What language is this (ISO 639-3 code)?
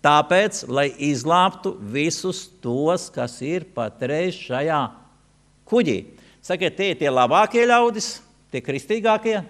lav